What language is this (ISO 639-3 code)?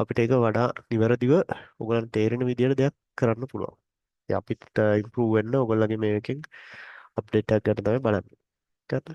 sin